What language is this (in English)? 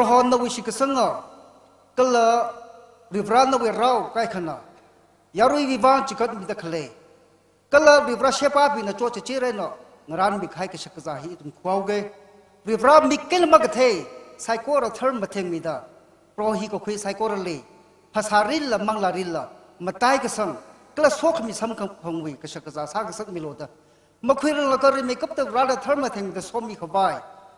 Tangkhul Naga (India)